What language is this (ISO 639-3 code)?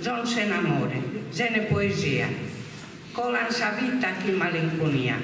srd